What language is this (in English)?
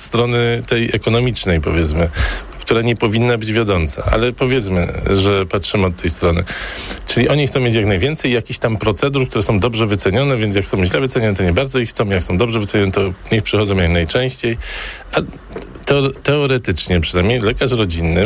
Polish